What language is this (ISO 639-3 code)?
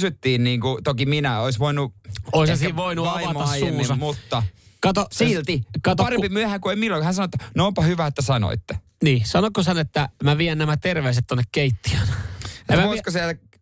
fin